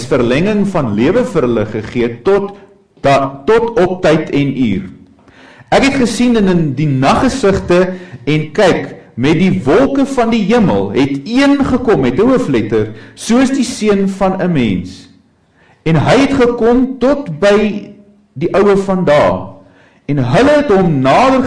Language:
Afrikaans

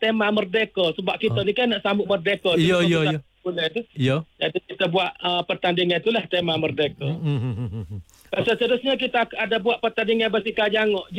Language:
Malay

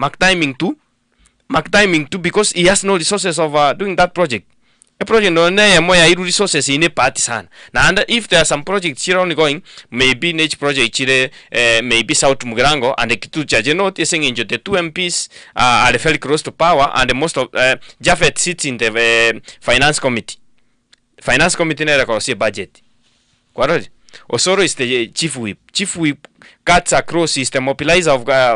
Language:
Gusii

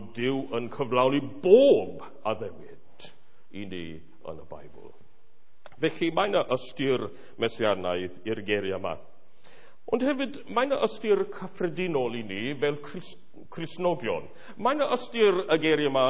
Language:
Welsh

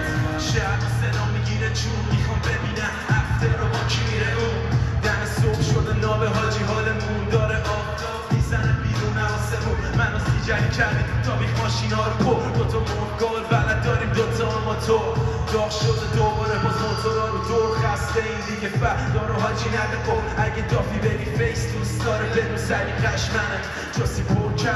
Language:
Persian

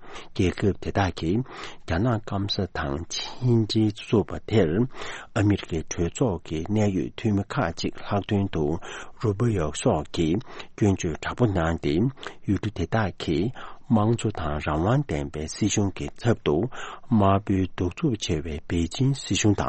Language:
Tibetan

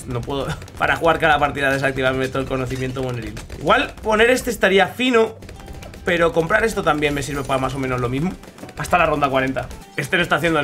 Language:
Spanish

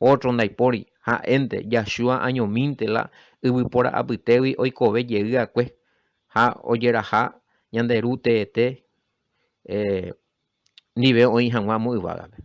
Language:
Guarani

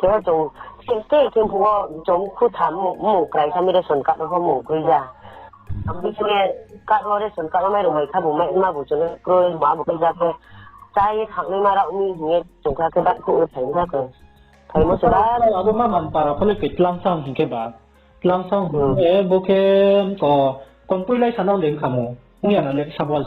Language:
Riang (India)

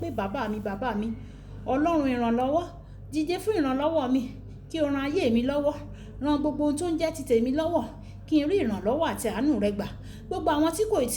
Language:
Yoruba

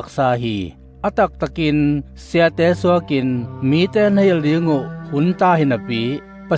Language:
Tedim Chin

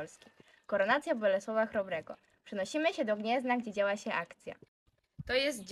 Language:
Polish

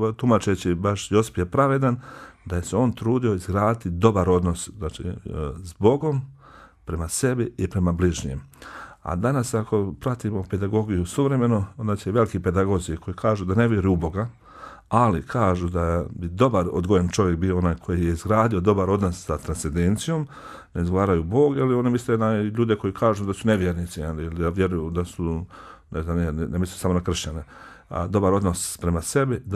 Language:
Bosnian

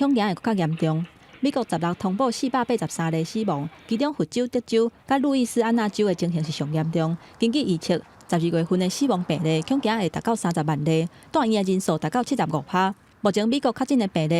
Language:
Min Nan Chinese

